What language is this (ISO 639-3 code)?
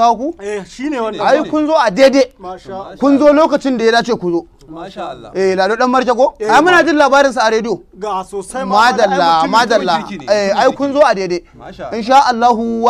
hau